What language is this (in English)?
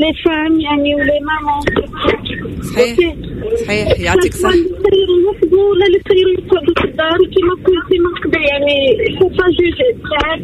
Tunisian Arabic